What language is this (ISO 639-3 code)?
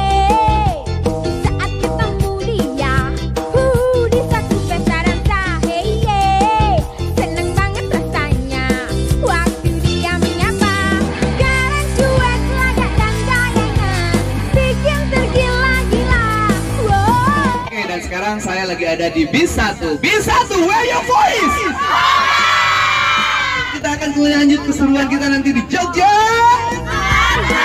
ind